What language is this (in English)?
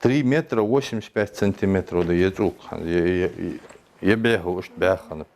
Ingush